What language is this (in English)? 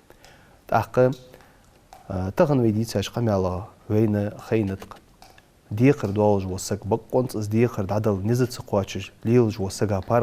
Ingush